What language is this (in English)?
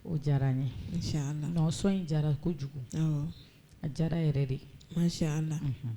Bambara